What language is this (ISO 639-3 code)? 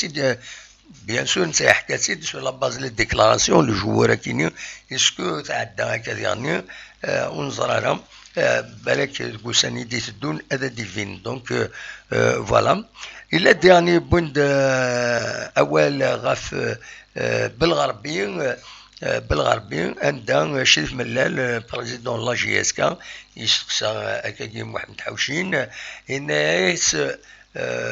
kab